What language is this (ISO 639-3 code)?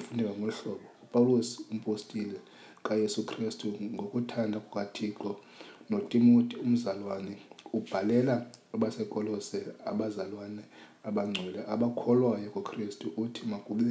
xho